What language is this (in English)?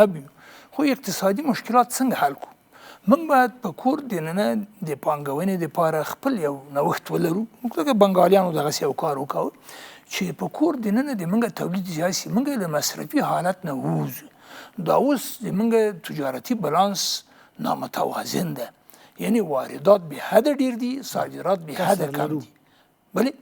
Pashto